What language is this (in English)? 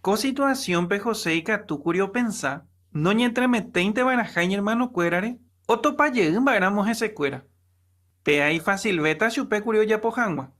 Guarani